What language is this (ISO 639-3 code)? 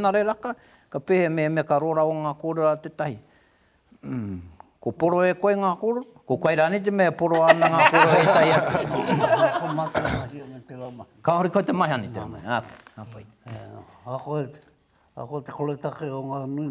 mri